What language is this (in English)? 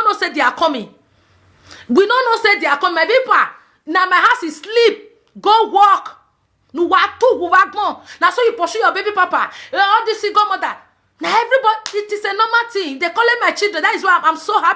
Nigerian Pidgin